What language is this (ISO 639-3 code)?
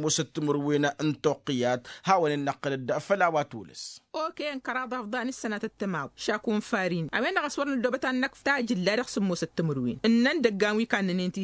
taq